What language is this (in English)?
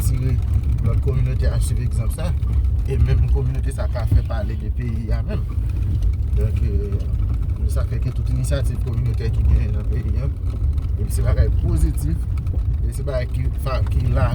Haitian Creole